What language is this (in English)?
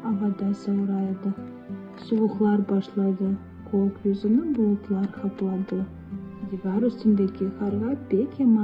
Crimean Tatar